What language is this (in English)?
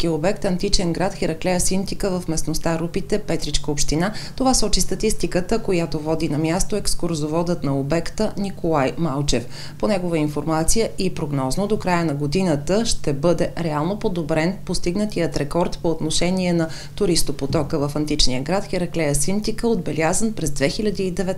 Bulgarian